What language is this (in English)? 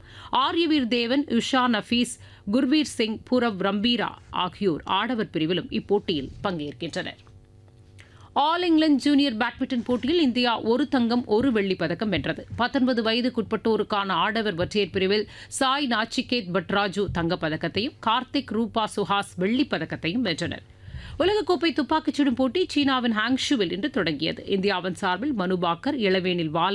Tamil